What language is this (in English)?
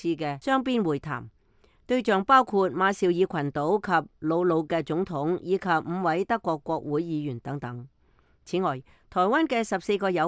Cantonese